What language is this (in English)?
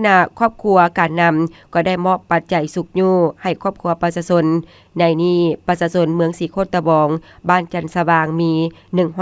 Lao